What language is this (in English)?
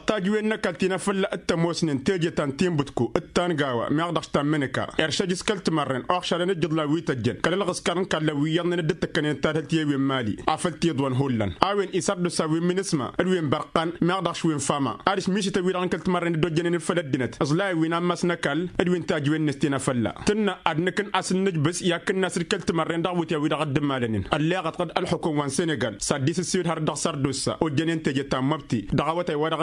Tamasheq